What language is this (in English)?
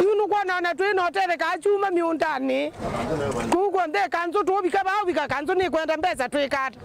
Kamba